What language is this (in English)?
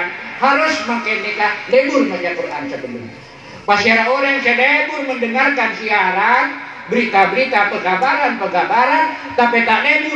Madurese